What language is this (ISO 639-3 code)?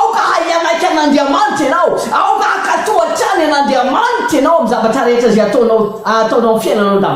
mlg